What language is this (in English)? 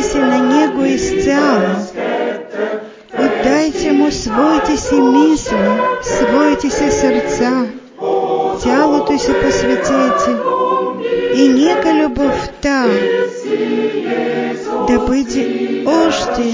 Bulgarian